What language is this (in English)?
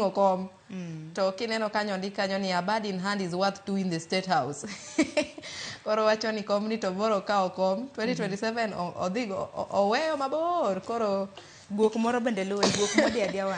Luo (Kenya and Tanzania)